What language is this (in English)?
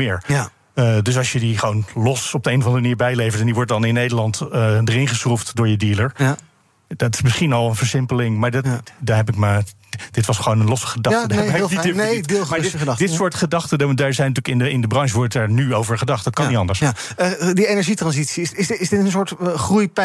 Dutch